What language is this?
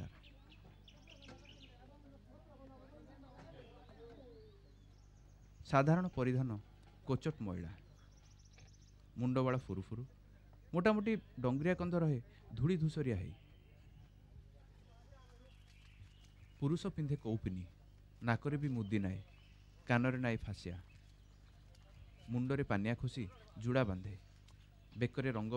Odia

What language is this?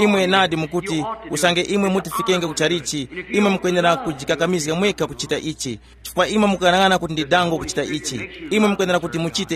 Tumbuka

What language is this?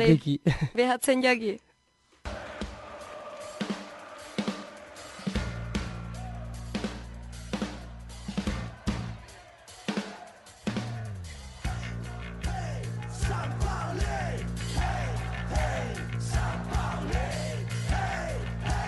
Basque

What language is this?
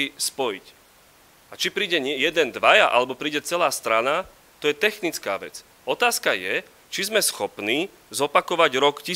Slovak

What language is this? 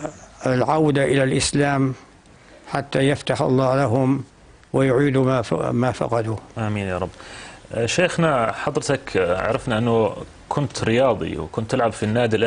North Levantine Arabic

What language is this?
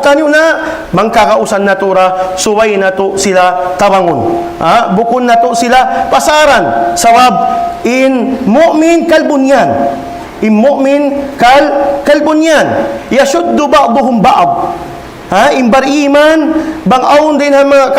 Tausug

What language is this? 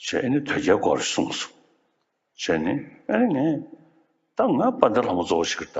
Tibetan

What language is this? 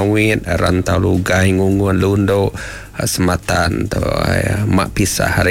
Iban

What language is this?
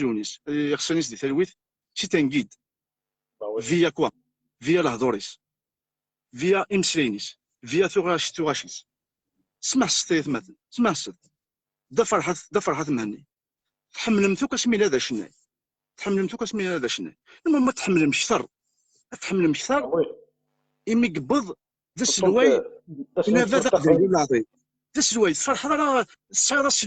Kabyle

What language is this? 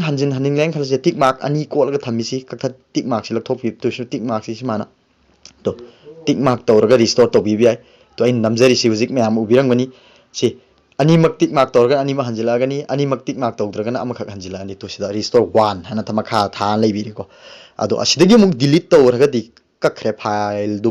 Manipuri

